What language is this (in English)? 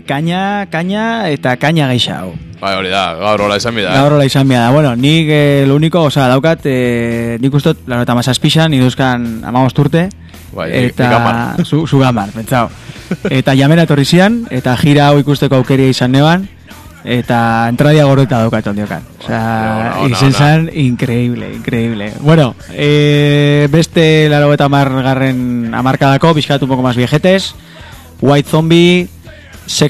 Basque